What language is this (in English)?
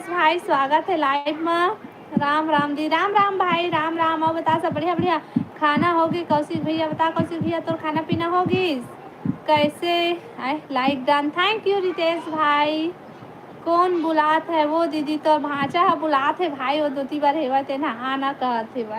Chhattisgarhi